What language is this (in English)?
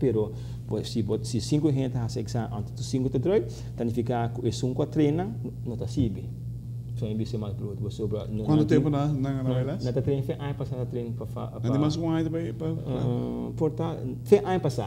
Papiamento